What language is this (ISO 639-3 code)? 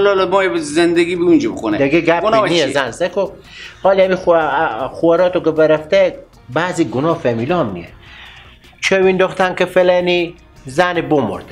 fas